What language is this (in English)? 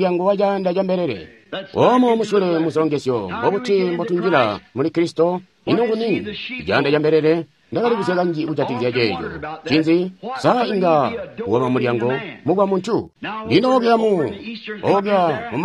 Tonga (Zambia)